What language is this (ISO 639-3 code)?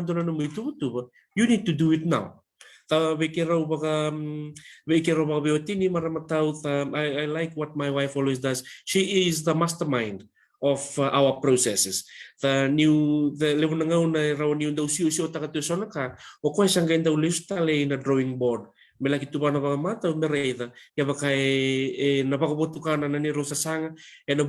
fij